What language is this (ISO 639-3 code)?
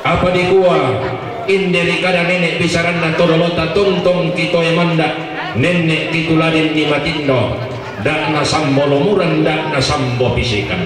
sda